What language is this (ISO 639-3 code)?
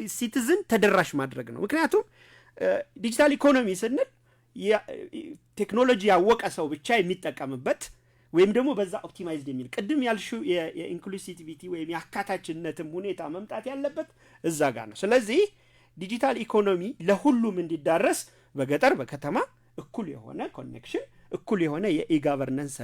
amh